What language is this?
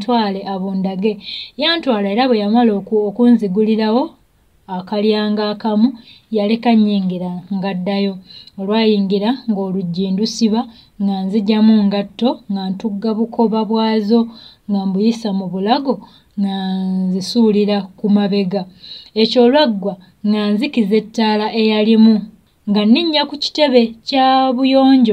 Ganda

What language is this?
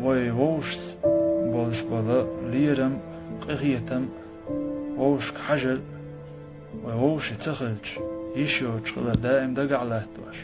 Chechen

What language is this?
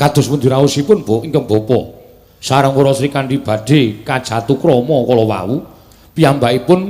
Javanese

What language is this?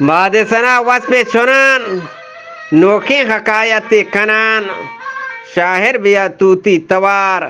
Eastern Balochi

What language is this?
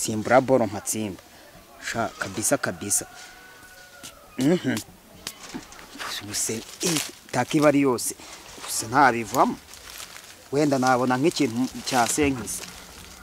Kinyarwanda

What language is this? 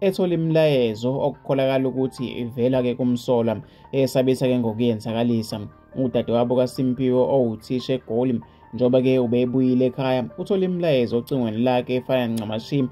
Zulu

